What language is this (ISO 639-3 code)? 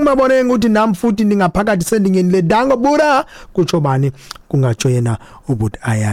xho